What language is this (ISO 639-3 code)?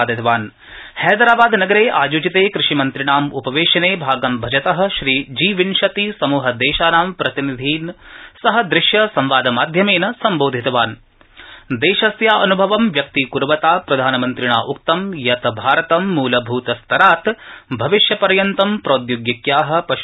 san